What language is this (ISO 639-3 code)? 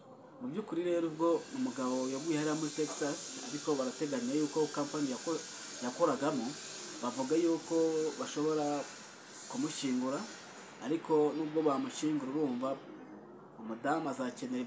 kin